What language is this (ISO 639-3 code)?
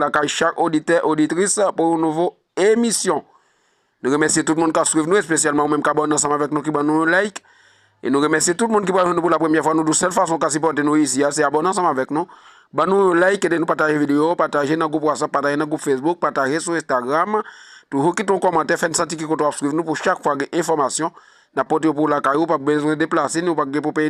hat